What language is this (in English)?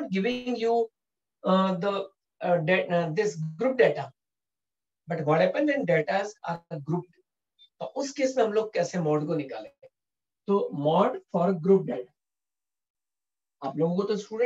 Hindi